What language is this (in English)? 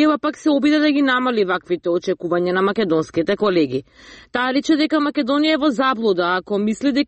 Macedonian